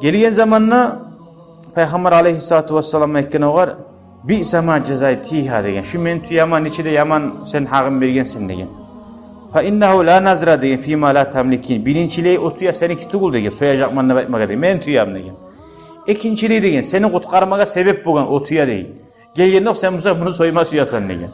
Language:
Kumyk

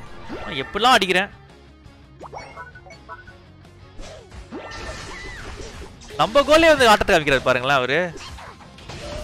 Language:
Tamil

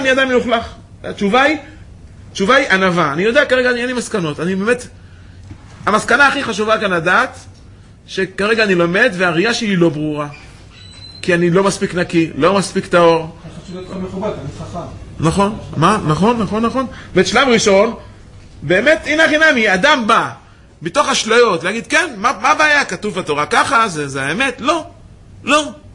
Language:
Hebrew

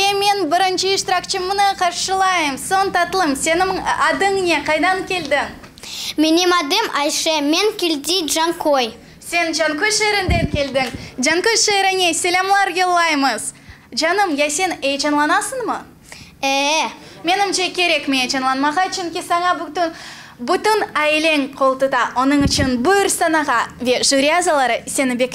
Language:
Crimean Tatar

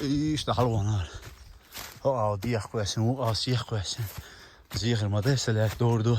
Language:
Chechen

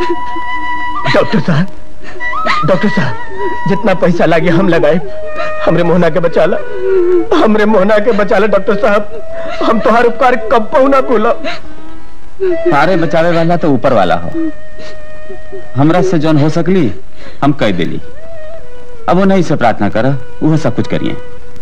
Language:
Bhojpuri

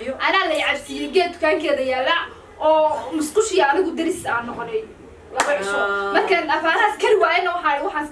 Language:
Somali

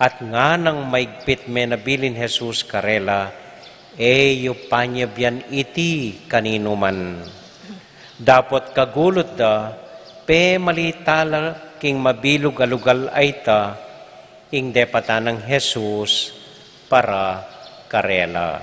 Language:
Pampanga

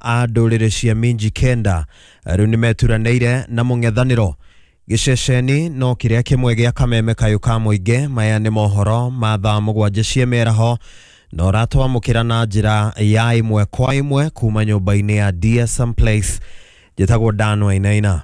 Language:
Kikuyu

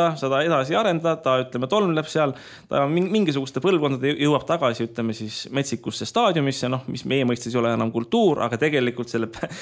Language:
Estonian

